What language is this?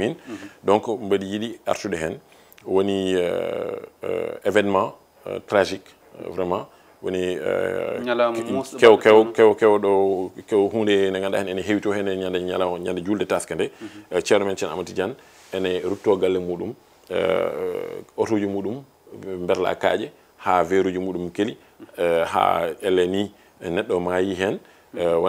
Fula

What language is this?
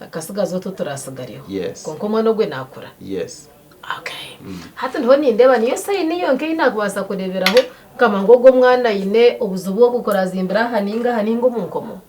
Nyankole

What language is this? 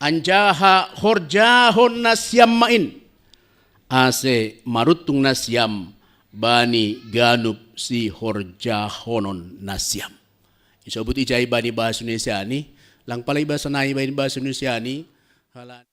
Batak Simalungun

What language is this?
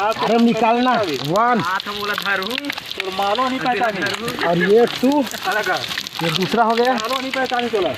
Chhattisgarhi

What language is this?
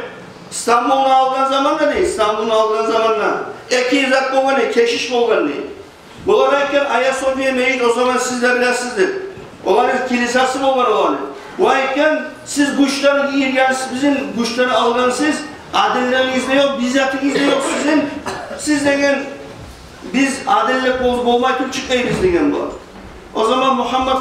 Kumyk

